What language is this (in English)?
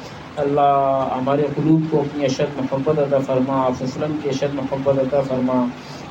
Urdu